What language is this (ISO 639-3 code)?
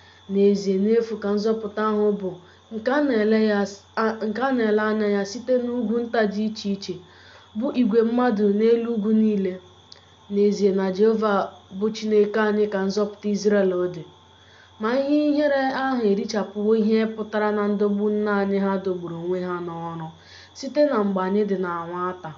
ibo